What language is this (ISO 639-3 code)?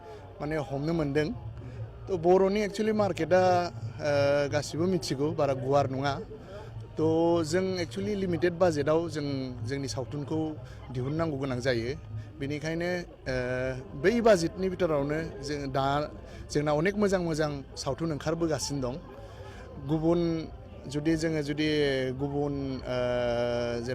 brx